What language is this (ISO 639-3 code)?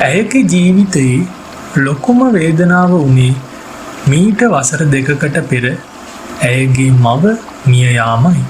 sin